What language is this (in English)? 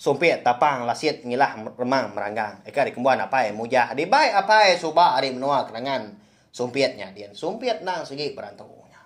Iban